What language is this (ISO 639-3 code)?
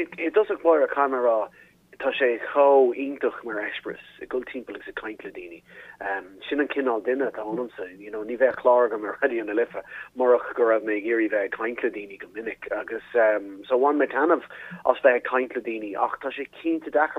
gle